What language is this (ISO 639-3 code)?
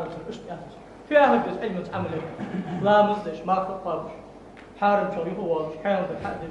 inh